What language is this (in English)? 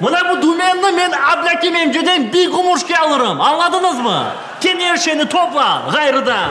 Crimean Tatar